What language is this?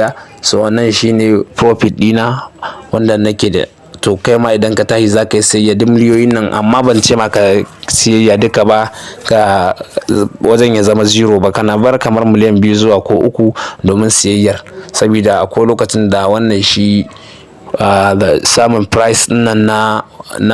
Hausa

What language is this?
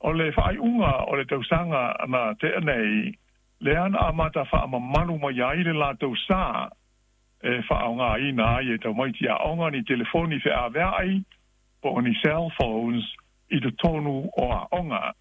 Samoan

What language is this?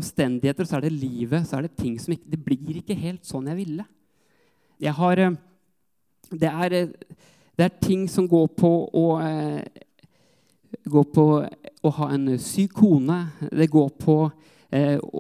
Norwegian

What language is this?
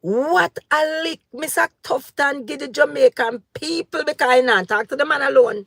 Jamaican Creole English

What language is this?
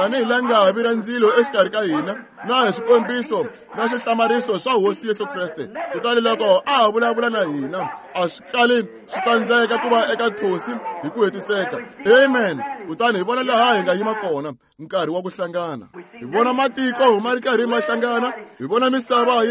Tsonga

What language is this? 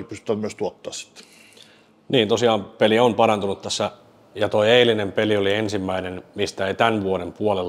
Finnish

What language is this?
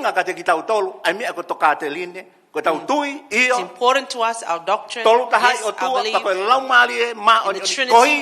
Tongan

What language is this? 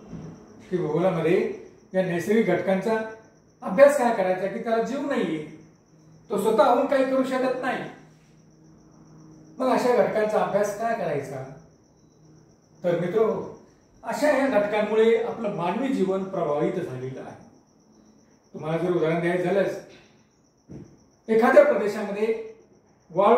Marathi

